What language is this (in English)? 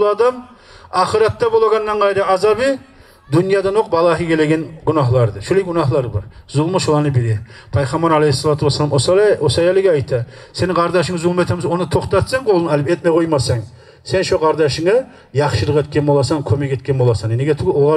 Kumyk